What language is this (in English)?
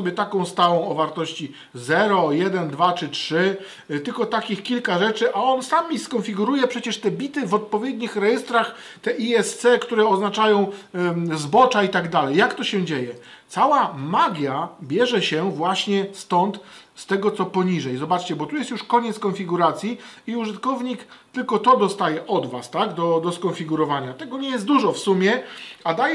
Polish